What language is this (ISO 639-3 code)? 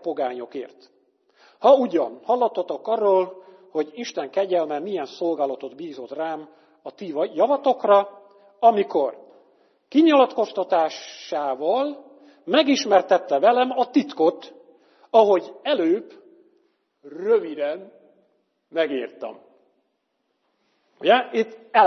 hun